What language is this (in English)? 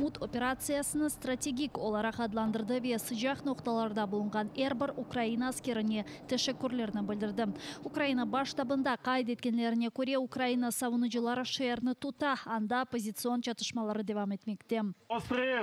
Crimean Tatar